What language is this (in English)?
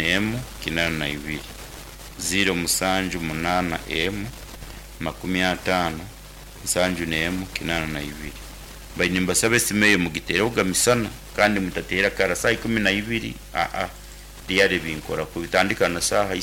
Nyankole